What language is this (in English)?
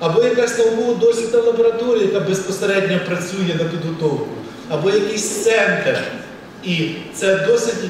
Ukrainian